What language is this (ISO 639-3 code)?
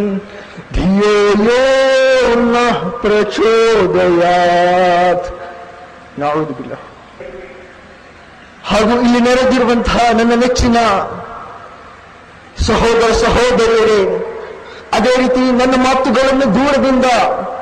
kan